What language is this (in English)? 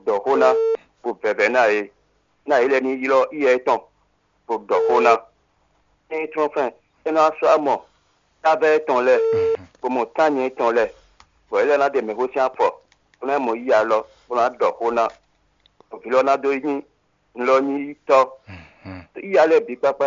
Fon